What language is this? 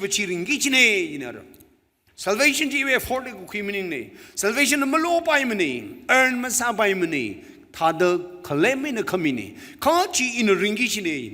Tangkhul Naga (India)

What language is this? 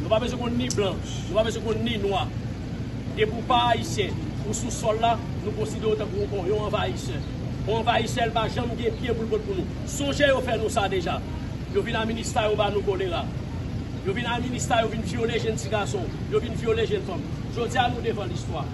Haitian Creole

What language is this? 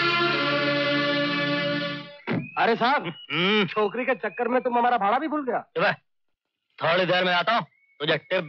Hindi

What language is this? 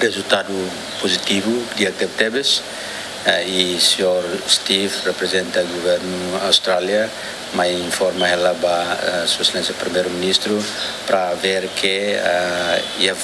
Tetum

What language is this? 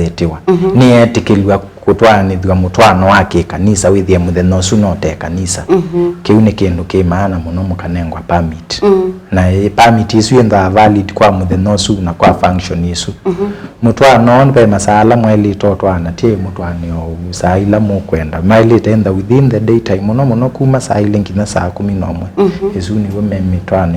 Kamba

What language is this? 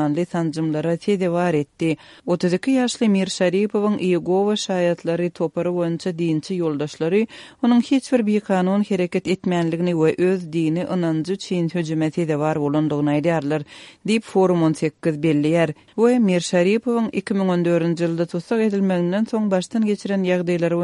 Turkmen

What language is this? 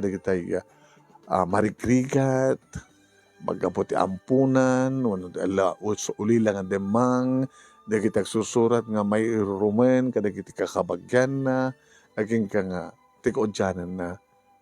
Iloko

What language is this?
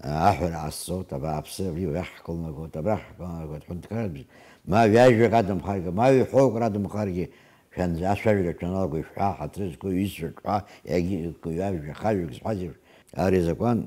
Abkhazian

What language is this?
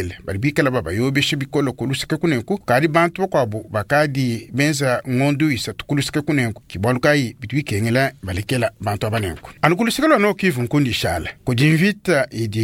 Luba-Lulua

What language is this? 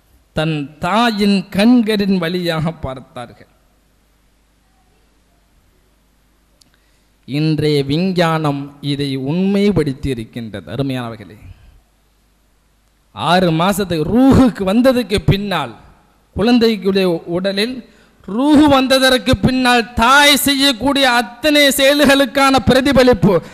Tamil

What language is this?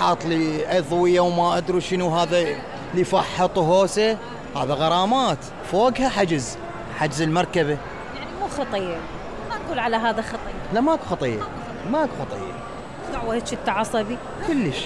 Mesopotamian Arabic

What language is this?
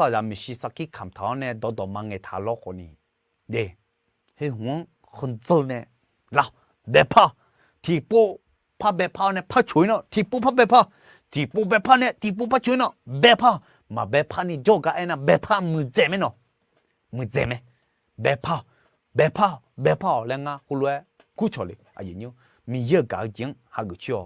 Akha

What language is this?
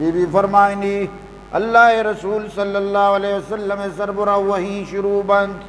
Eastern Balochi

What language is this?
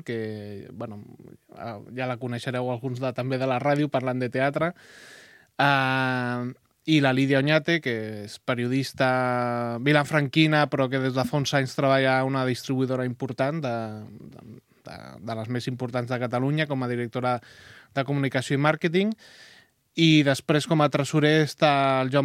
Catalan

